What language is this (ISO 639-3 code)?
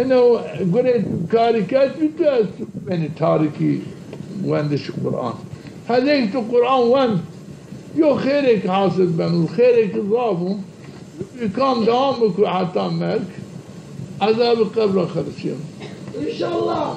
zza